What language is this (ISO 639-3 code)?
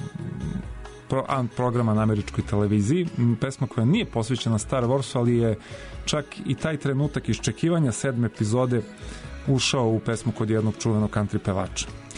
srp